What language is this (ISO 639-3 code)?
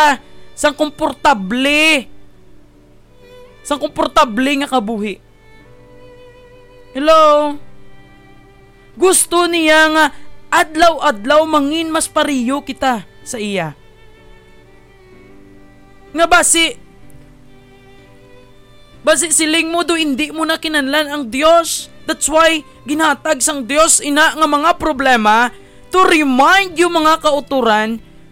hil